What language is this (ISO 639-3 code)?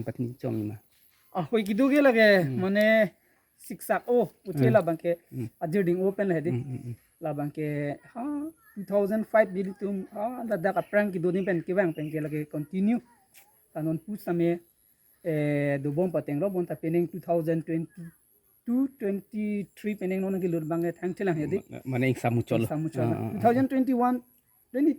mjw